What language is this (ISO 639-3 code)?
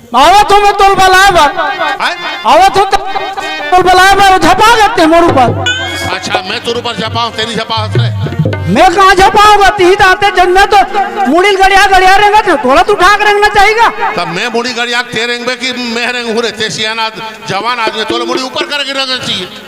hne